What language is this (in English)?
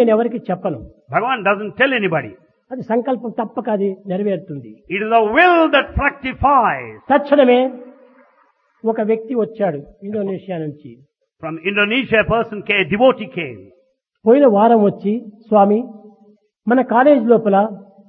Telugu